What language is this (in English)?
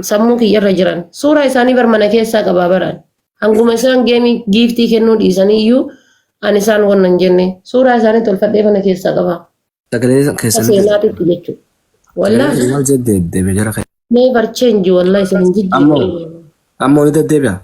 Oromo